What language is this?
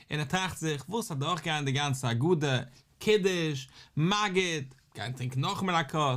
Yiddish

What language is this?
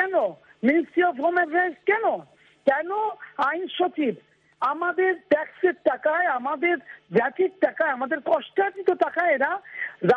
Bangla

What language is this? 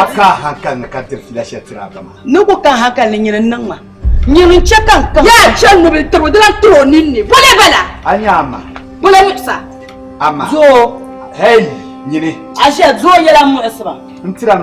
Dagbani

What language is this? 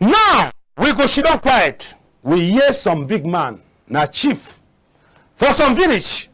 Cameroon Pidgin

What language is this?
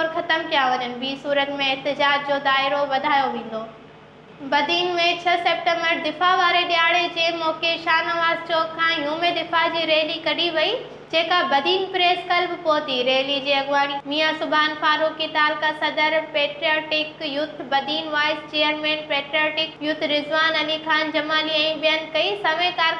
Sindhi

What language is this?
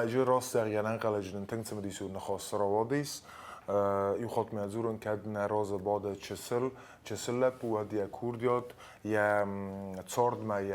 Ossetic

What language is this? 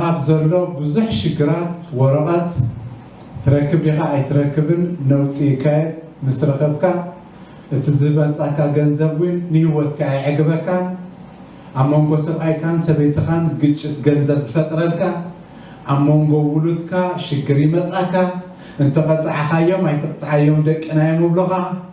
Tigrinya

